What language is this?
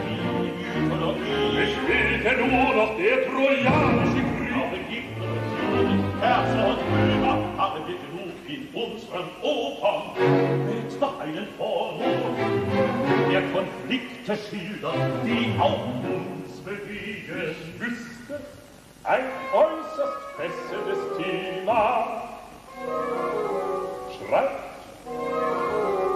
German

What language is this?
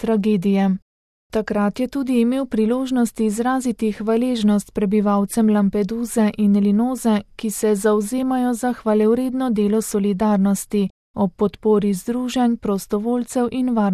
Slovenian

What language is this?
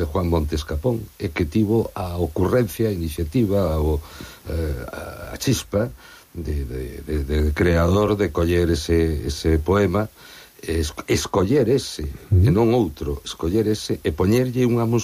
Galician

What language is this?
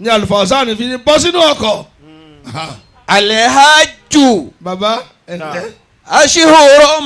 Yoruba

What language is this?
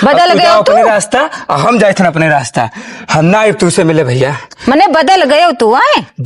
Awadhi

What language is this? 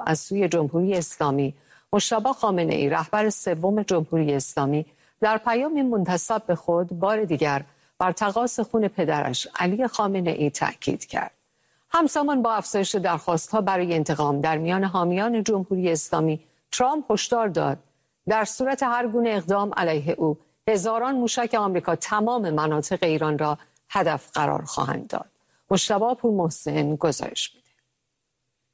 Persian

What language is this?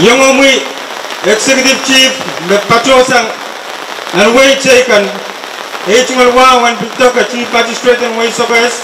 Pohnpeian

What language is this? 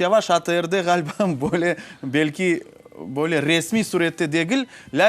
Crimean Tatar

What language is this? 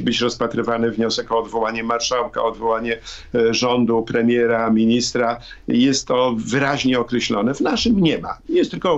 Polish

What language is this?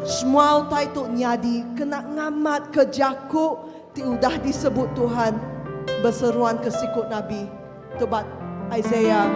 Iban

